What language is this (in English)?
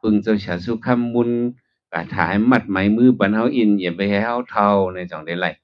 Shan